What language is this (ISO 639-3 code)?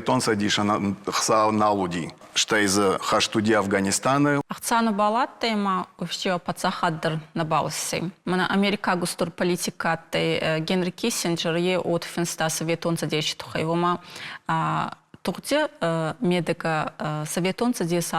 oss